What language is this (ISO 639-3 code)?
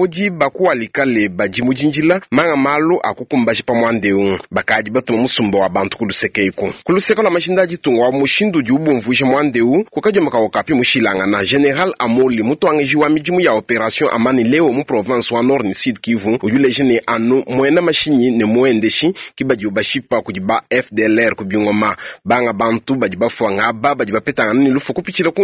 lua